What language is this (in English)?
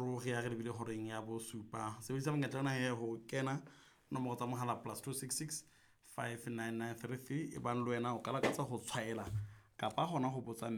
Southern Sotho